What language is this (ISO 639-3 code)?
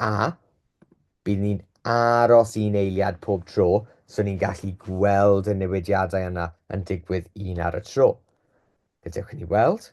cym